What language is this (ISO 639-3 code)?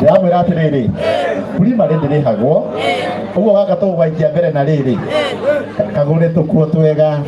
kik